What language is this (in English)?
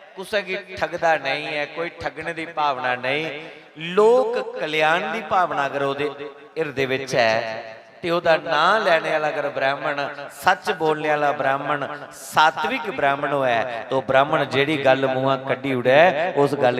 Dogri